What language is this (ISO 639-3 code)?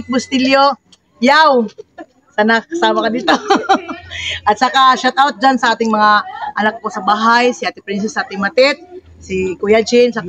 fil